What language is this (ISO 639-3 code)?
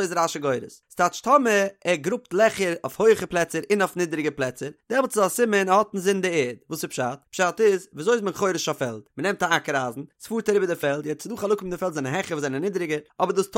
yid